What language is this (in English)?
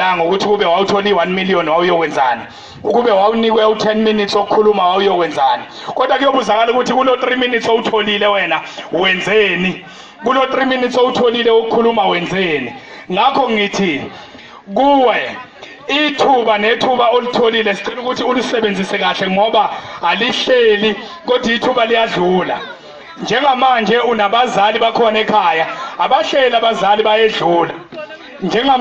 Zulu